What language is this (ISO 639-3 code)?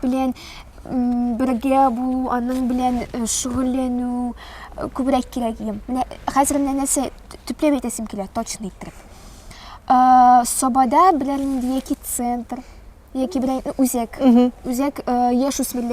tat